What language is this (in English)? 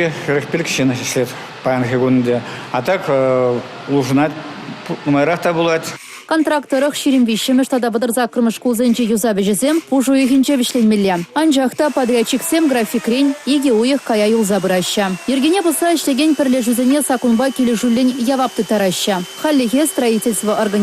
Chuvash